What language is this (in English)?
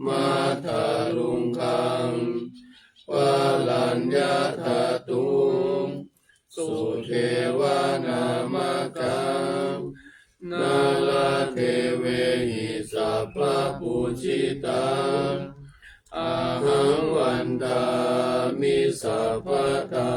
Pali